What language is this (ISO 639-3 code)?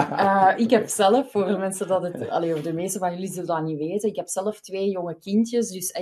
nld